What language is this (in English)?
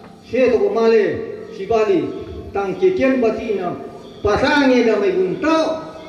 Toraja-Sa'dan